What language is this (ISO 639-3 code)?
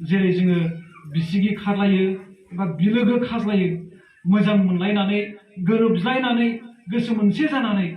brx